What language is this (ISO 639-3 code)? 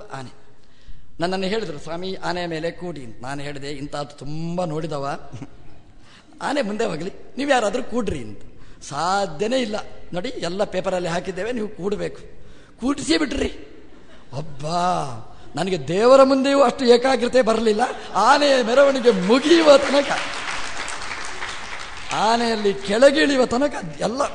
kan